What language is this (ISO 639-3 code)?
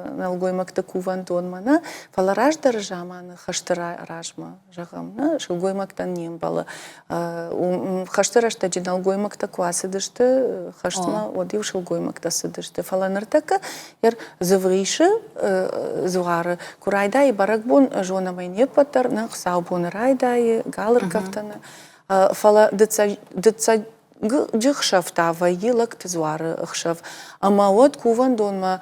oss